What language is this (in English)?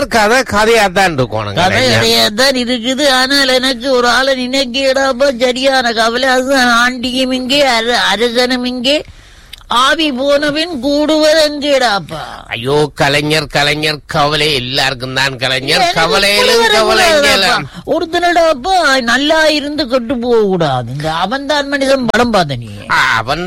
Tamil